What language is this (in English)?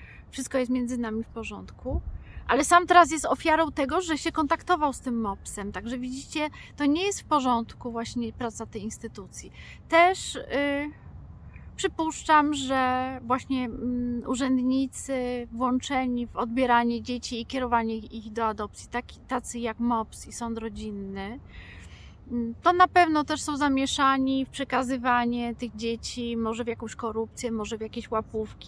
Polish